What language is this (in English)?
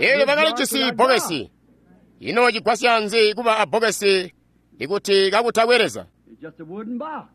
Tonga (Zambia)